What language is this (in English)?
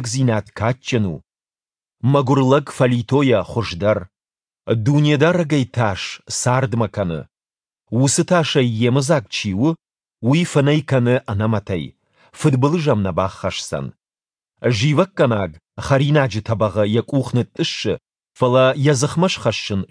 Ossetic